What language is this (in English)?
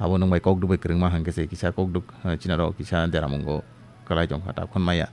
Kok Borok